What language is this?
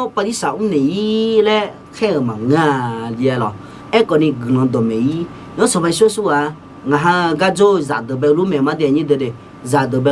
Akha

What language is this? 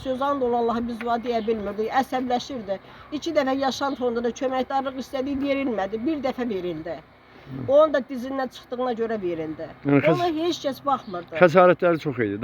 Azerbaijani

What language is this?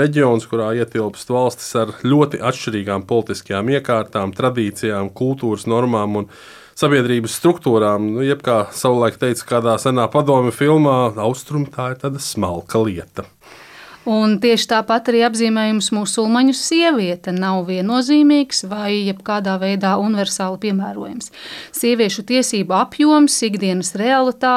Latvian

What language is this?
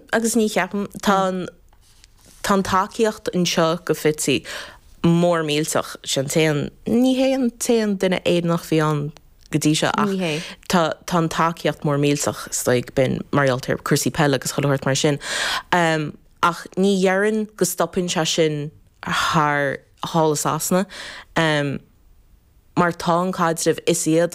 Irish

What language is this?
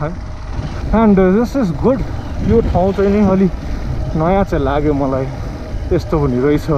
Nepali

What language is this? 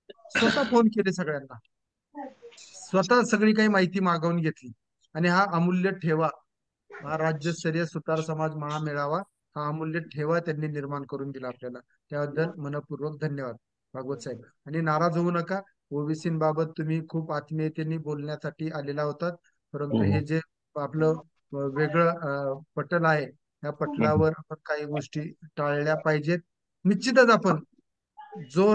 Marathi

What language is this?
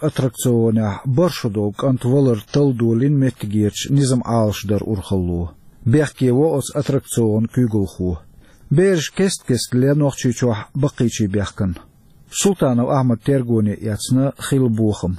Chechen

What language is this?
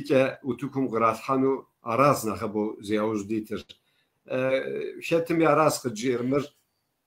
Kabardian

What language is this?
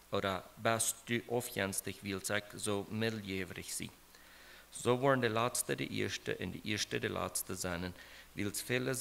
Plautdietsch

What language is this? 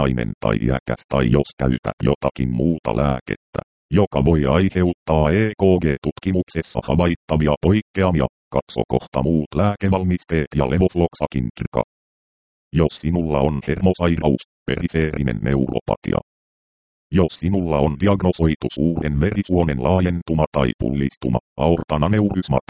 Finnish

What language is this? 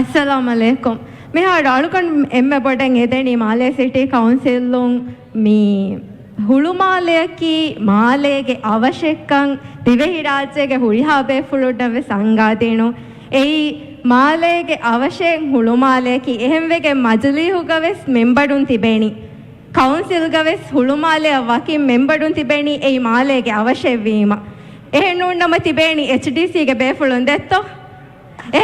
Divehi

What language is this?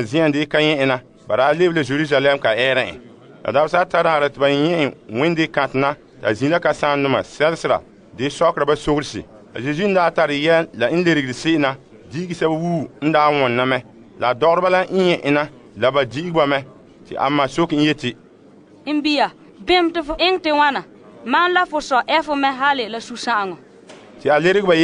Frafra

